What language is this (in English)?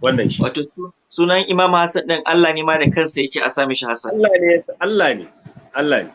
Hausa